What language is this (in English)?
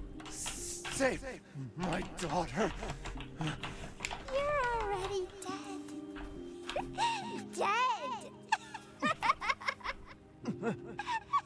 Turkish